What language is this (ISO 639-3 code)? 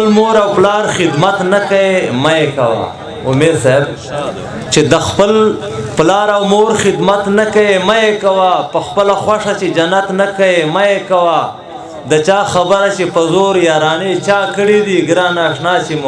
pus